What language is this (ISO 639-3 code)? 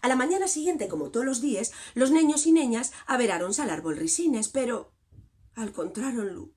ast